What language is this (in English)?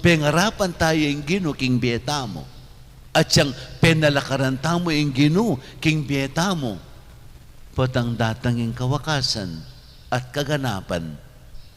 Pampanga